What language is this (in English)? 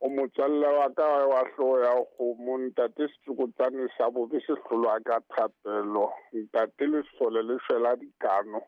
Southern Sotho